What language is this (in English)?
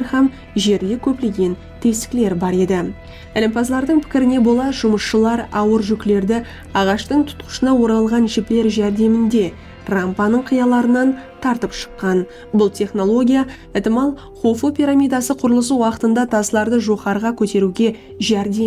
Kara-Kalpak